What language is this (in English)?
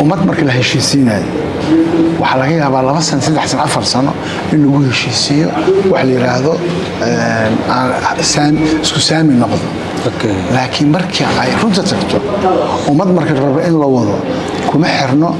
Somali